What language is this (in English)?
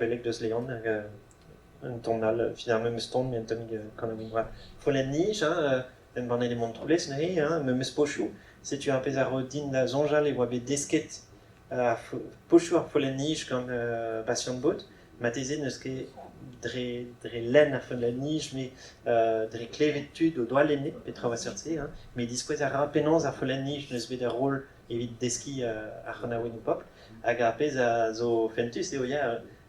Breton